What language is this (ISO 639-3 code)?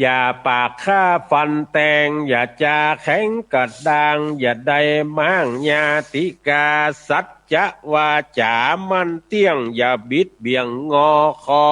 nod